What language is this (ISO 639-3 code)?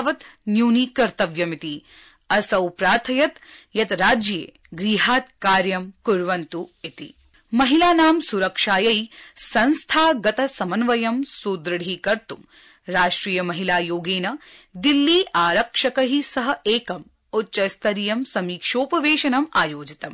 san